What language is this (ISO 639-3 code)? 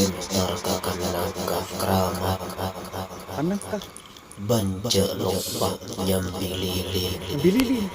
mad